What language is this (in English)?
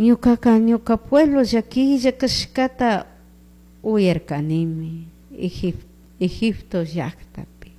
Chimborazo Highland Quichua